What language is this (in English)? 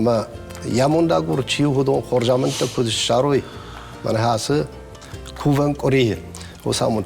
Ossetic